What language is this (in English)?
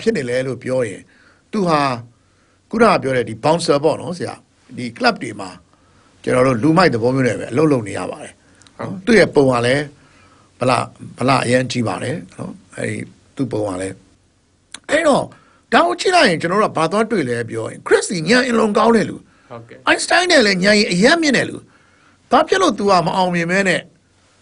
Burmese